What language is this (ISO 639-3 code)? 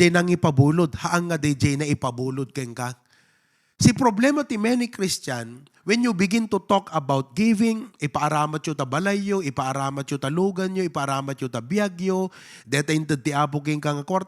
ilo